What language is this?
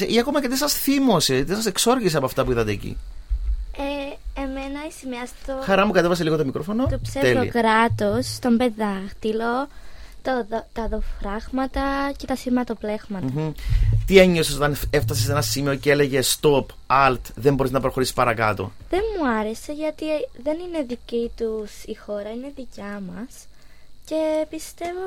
Greek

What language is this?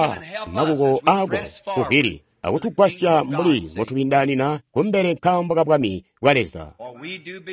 Tonga (Zambia)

